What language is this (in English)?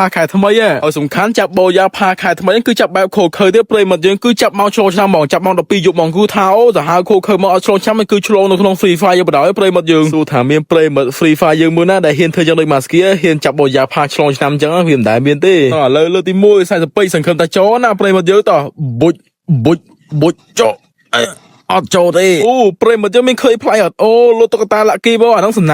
Khmer